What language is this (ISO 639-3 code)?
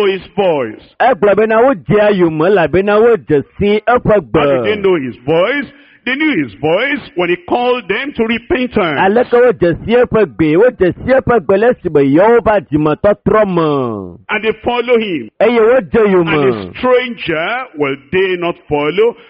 ewe